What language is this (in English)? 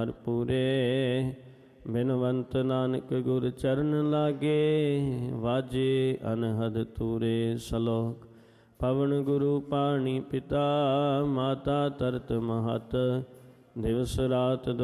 Punjabi